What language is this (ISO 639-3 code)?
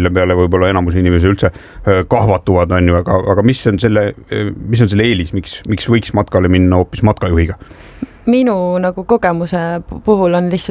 est